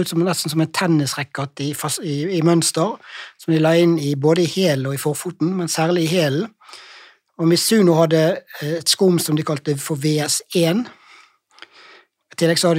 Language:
Norwegian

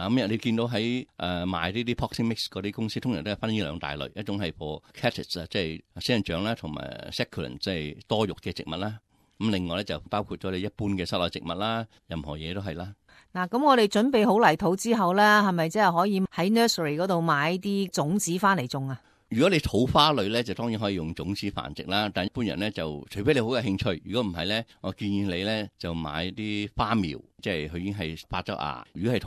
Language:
Cantonese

